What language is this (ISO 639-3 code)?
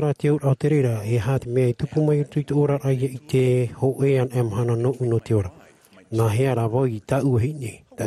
tah